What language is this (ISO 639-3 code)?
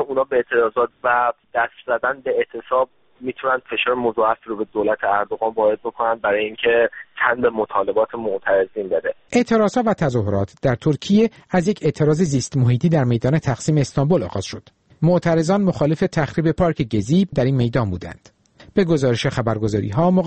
fas